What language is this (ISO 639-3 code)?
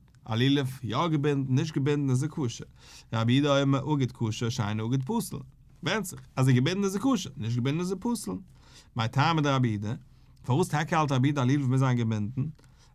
yid